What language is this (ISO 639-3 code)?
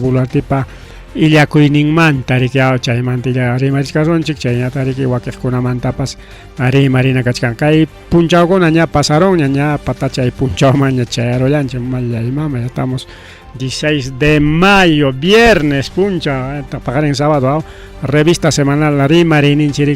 quy